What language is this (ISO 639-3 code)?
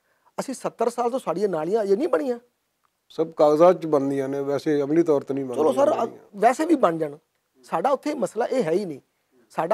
lah